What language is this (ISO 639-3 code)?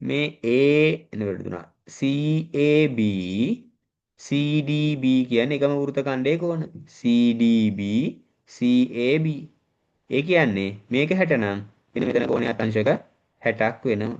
sin